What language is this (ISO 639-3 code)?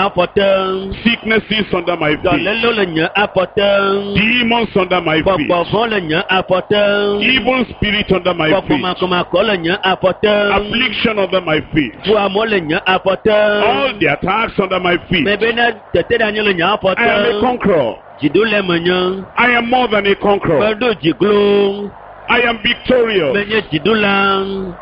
ewe